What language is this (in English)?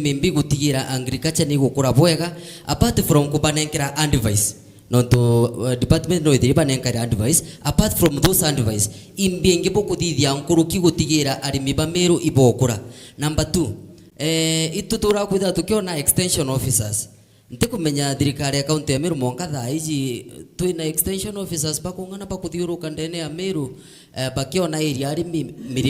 Meru